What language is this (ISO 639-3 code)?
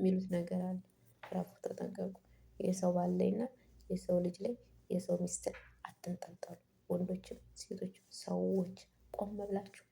amh